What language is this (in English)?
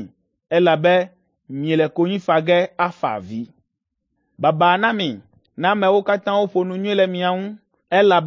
Ewe